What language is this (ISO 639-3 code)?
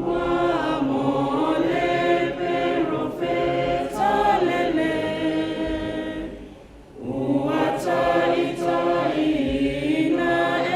smo